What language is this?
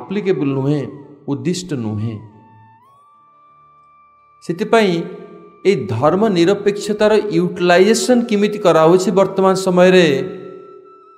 Odia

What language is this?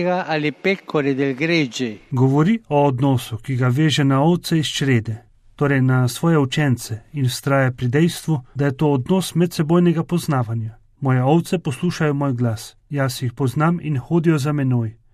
Slovenian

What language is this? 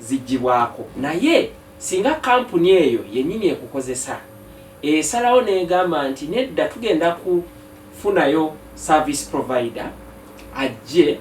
Ganda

